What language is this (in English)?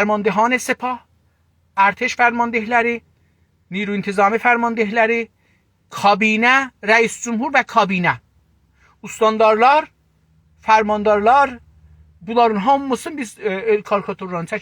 South Azerbaijani